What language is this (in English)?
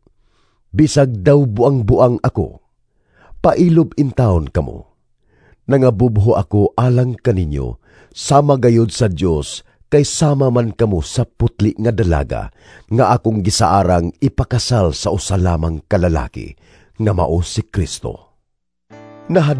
Cebuano